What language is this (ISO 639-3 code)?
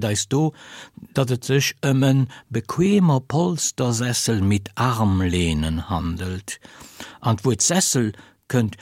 ltz